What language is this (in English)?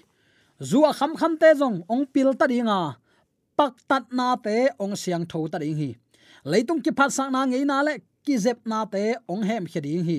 Tedim Chin